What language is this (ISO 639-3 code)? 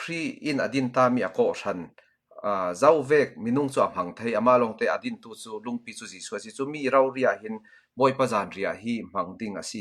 cfm